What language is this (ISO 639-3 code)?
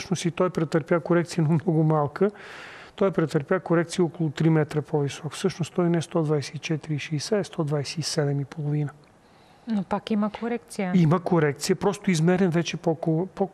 bul